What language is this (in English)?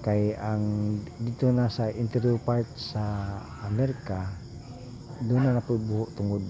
Cebuano